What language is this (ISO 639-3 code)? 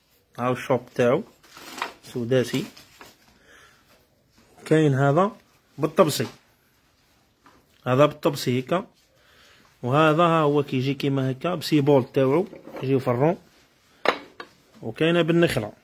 arq